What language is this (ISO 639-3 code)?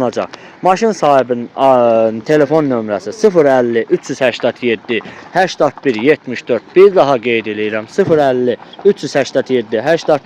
aze